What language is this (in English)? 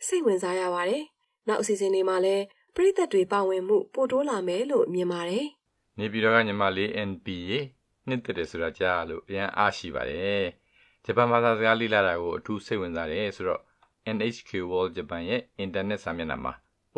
Burmese